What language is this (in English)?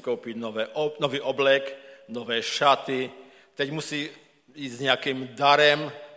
Czech